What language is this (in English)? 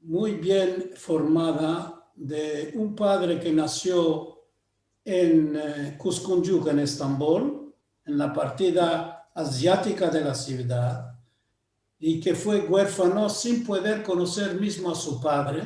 Ladino